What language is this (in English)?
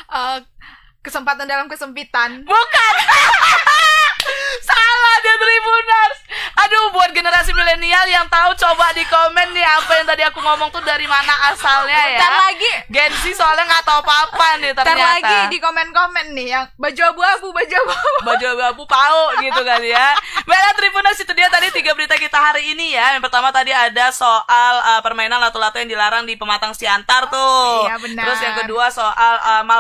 Indonesian